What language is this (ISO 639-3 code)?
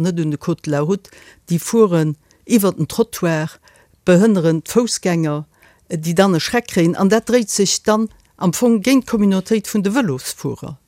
ltz